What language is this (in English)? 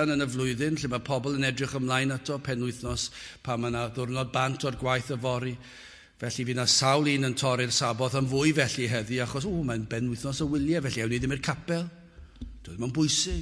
Welsh